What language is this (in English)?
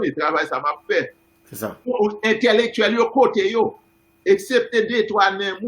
Haitian Creole